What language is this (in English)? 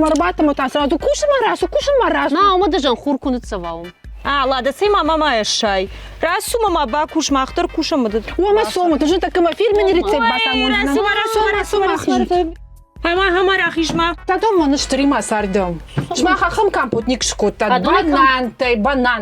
Ossetic